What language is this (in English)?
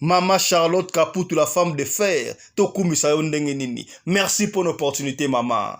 Lingala